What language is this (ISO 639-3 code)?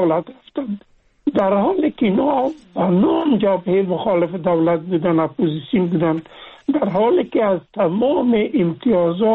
fas